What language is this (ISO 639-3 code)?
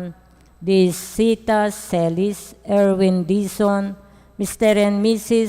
pam